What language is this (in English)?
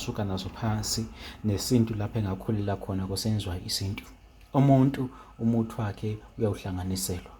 Zulu